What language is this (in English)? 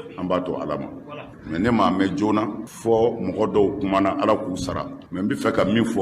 Bambara